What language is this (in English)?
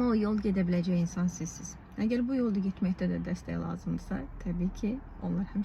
Azerbaijani